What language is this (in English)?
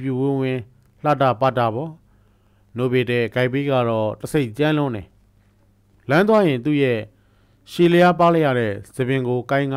Burmese